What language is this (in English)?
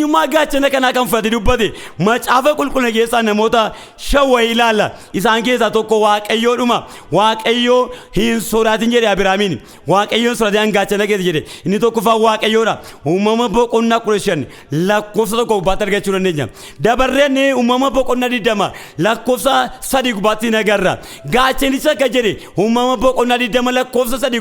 Oromo